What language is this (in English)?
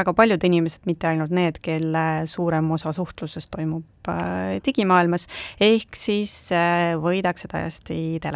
Estonian